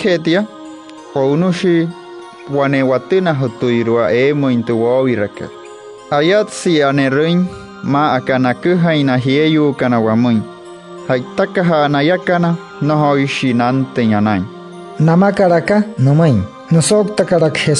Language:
Wayuu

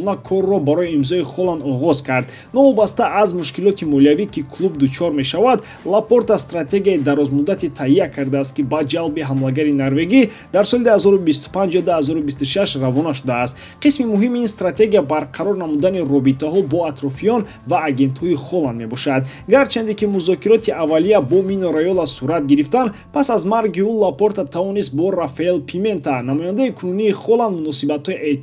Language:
Tajik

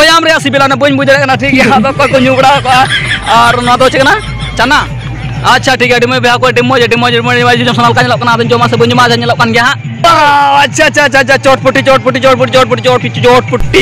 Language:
Santali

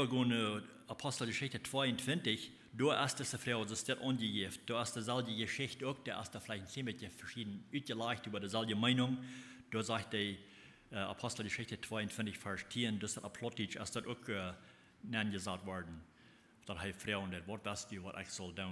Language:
Plautdietsch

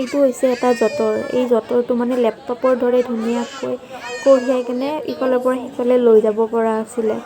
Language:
Assamese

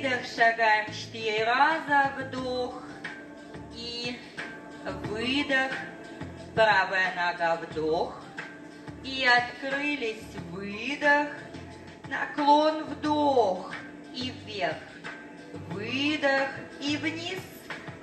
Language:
Russian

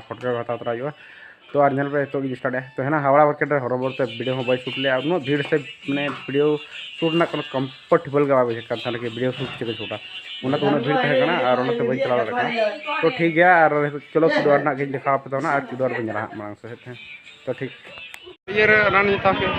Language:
Santali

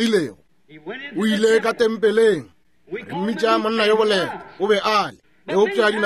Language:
Northern Sotho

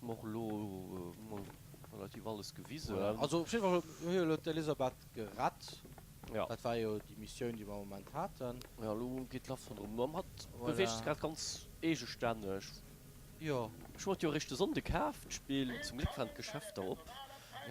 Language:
Luxembourgish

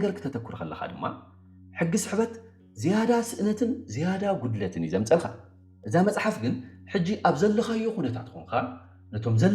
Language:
Tigrinya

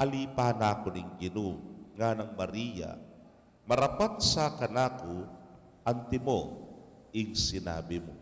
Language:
Pampanga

